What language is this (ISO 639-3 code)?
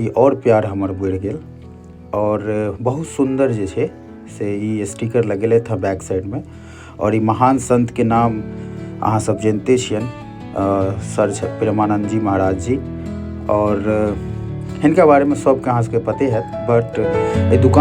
mai